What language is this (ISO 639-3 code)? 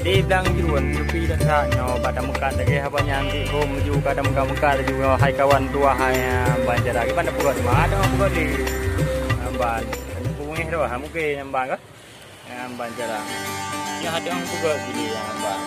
ace